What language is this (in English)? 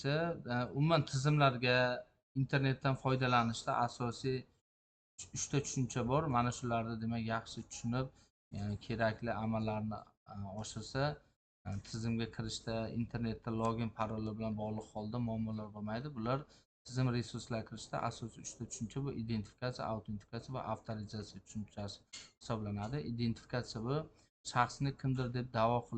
Uzbek